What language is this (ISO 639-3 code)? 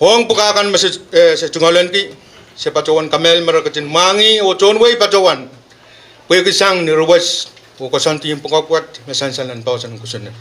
pon